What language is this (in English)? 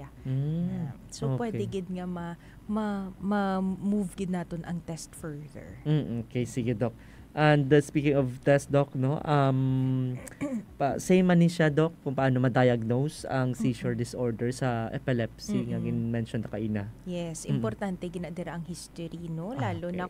Hiligaynon